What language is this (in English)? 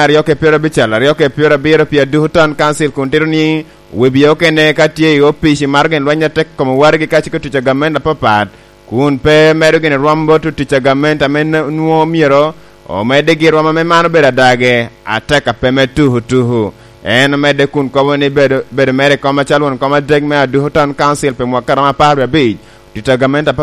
Lango (Uganda)